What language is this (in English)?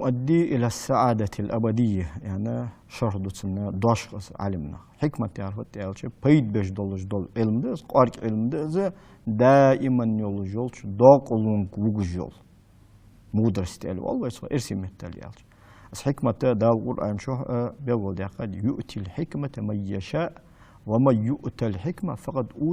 Ingush